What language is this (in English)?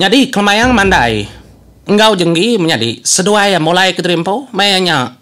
Iban